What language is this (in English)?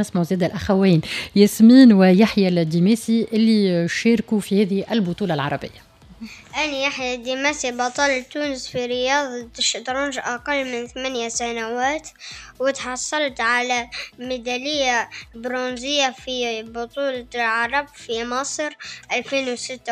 Tunisian Arabic